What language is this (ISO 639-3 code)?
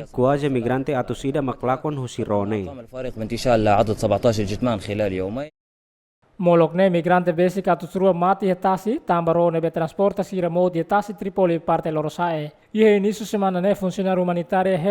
tet